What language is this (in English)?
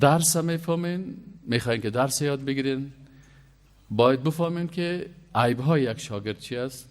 Persian